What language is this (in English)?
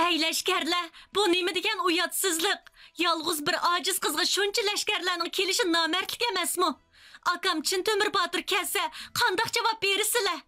Uyghur